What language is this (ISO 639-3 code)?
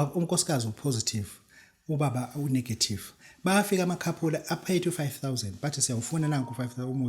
zul